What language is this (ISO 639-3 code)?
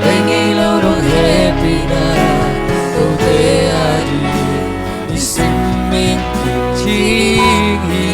ctd